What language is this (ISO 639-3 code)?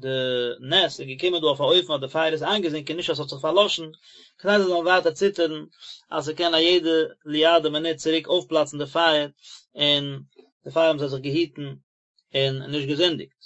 yid